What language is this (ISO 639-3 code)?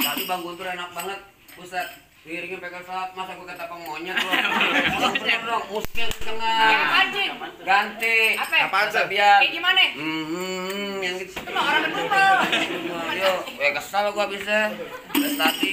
bew